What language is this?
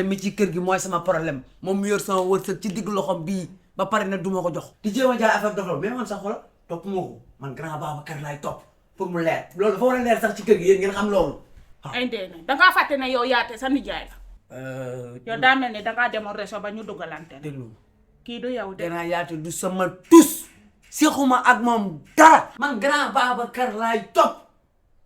Wolof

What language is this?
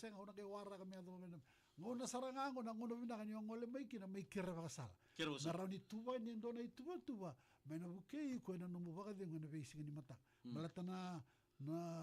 Fijian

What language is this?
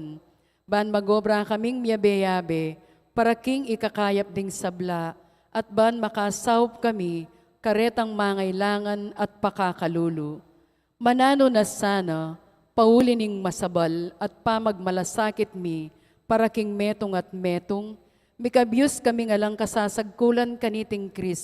Pampanga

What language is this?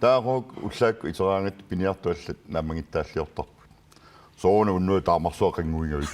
Kalaallisut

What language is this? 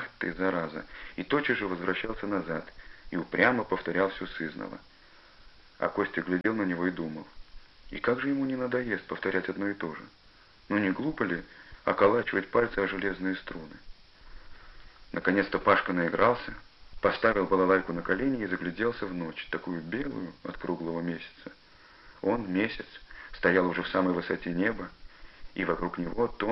Russian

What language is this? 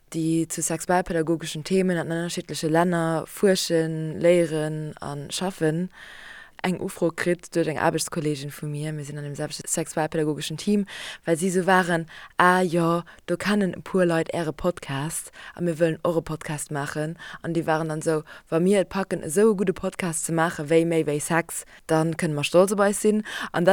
Luxembourgish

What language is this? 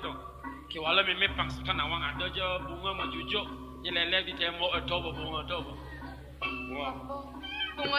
Balinese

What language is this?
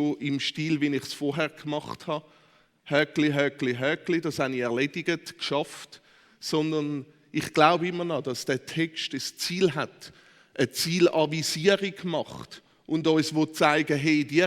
Swiss German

